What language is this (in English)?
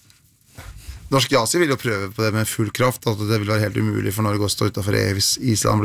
Norwegian